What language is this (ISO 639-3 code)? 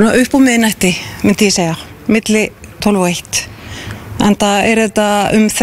isl